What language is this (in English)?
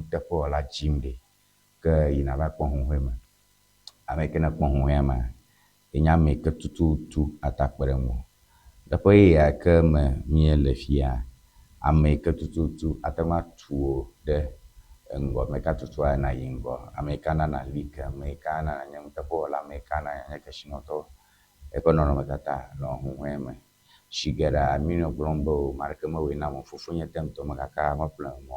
Ewe